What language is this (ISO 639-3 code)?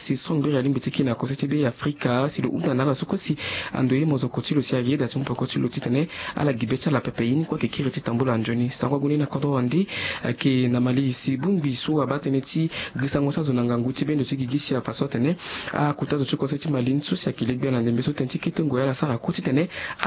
sag